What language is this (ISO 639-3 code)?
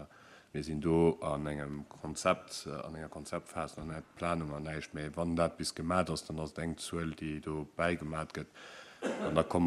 ltz